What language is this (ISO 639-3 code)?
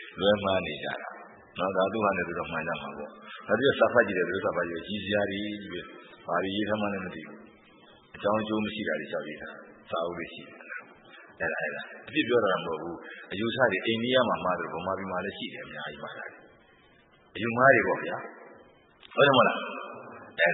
mya